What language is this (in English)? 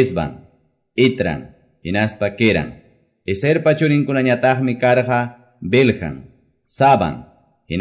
Quechua